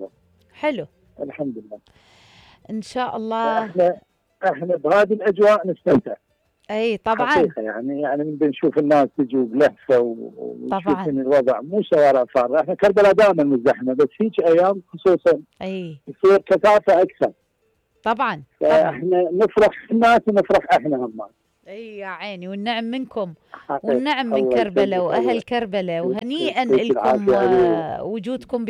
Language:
Mesopotamian Arabic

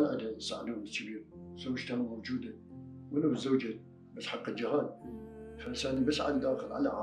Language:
Mesopotamian Arabic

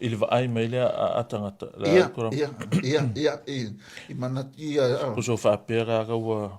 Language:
Samoan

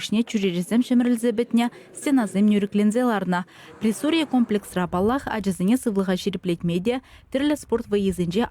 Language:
Chuvash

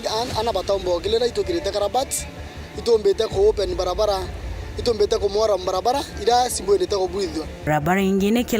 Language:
Meru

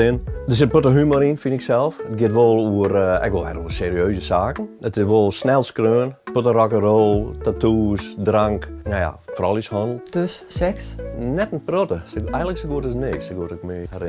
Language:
Western Frisian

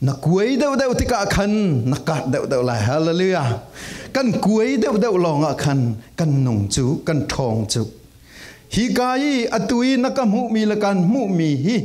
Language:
Falam Chin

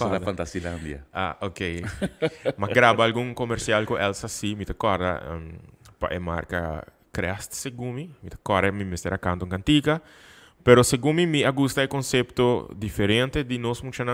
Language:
Papiamento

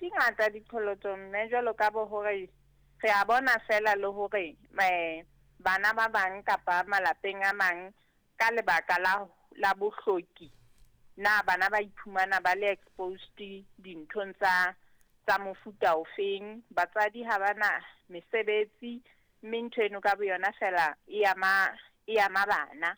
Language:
Southern Sotho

